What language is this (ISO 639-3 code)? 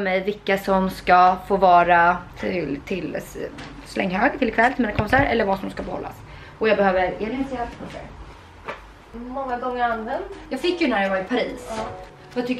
swe